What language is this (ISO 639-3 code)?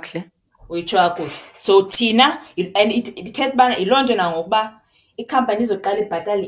xho